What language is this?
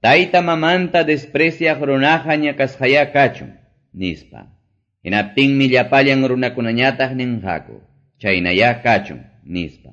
Quechua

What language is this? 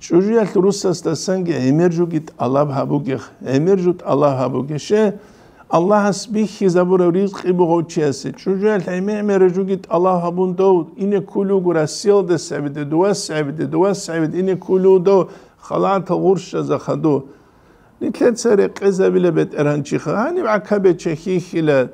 Avaric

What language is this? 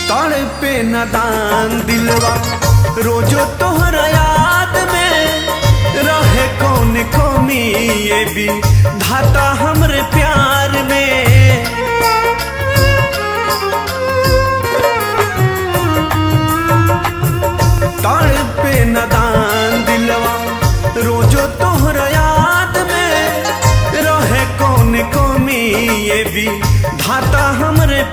Bhojpuri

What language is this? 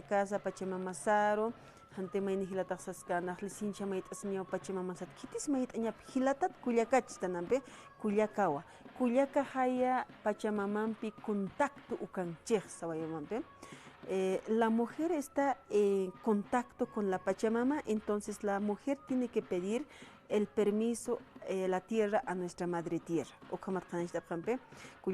Aymara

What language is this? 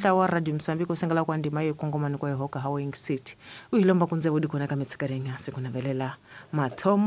Tsonga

